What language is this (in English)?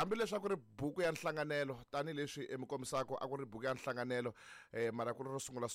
Tsonga